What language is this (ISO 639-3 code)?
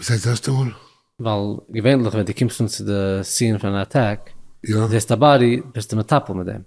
yid